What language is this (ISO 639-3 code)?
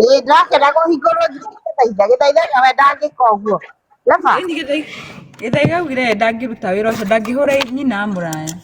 kik